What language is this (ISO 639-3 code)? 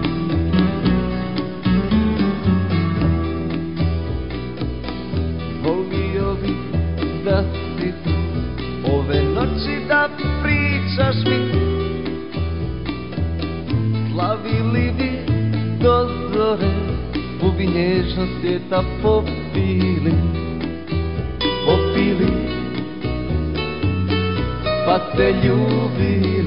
srp